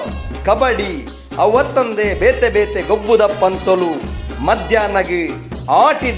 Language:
Tulu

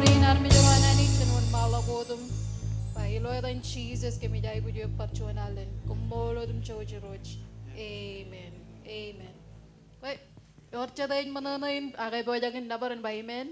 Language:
Marshallese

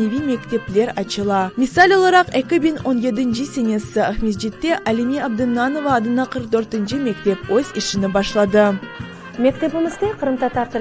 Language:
Crimean Tatar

